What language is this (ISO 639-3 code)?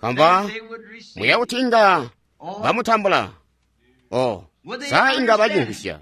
toi